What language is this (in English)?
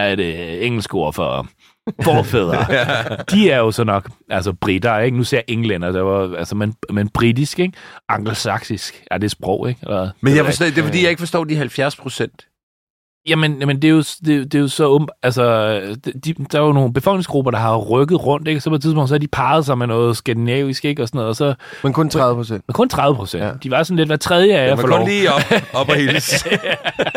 Danish